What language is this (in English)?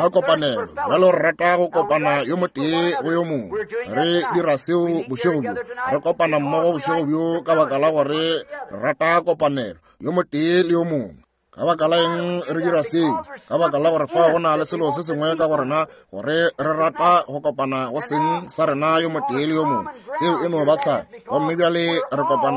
Northern Sotho